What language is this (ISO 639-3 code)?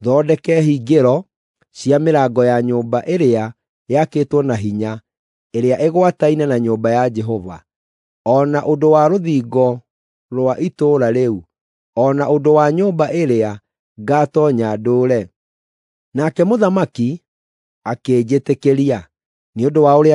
kik